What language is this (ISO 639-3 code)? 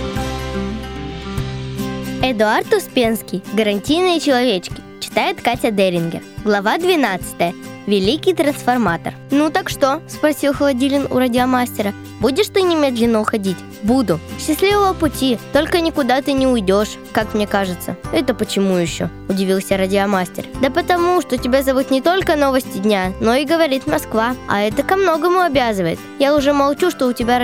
rus